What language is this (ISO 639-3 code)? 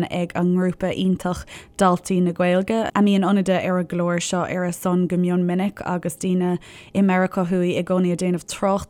gle